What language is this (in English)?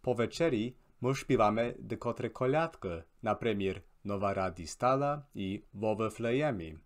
Rusyn